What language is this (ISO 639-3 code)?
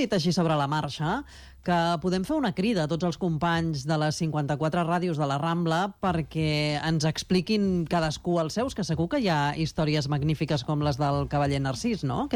cat